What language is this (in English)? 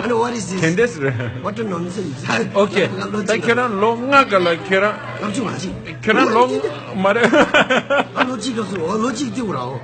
Tibetan